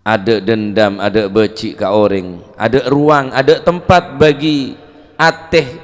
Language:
Madurese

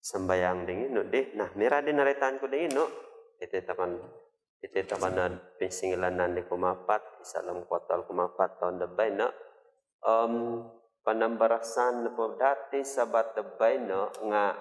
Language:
Central Dusun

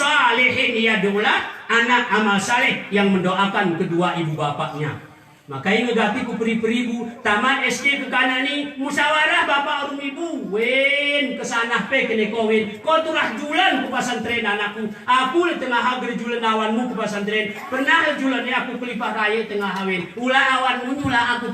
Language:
Gayo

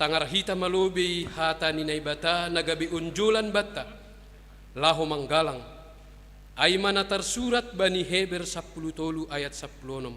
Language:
Batak Simalungun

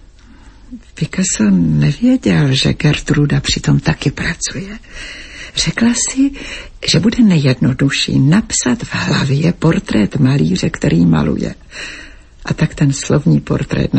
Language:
Czech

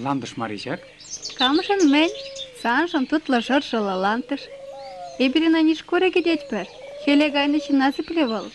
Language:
Chuvash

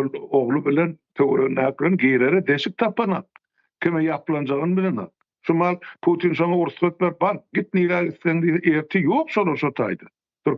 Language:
Turkmen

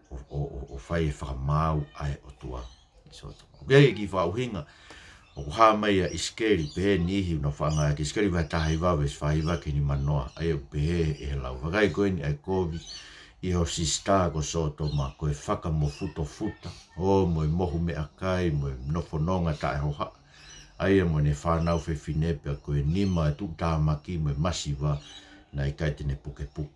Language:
Tongan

